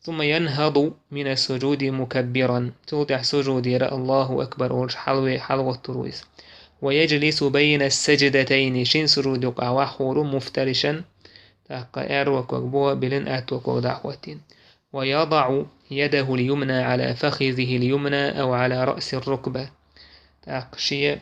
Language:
Chechen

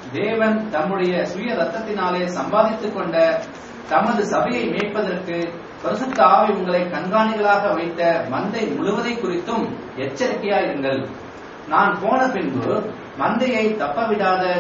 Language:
Tamil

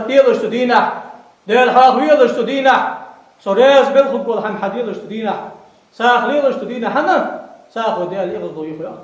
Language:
Ingush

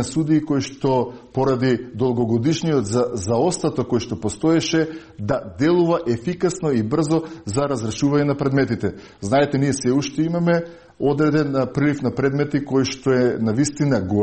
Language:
Macedonian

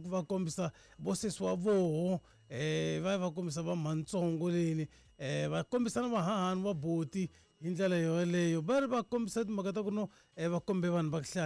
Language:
Tsonga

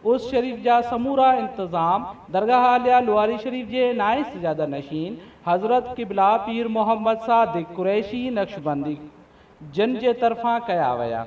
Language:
Sindhi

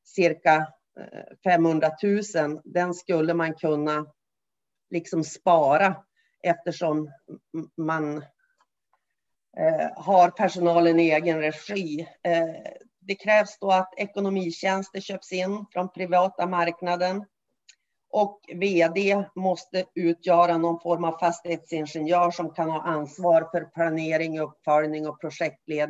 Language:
Swedish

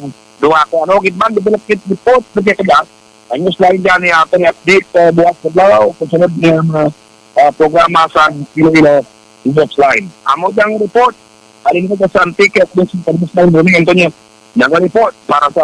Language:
Hiligaynon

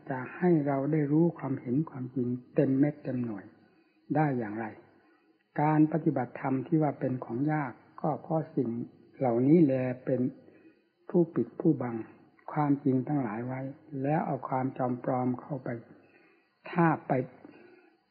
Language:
Thai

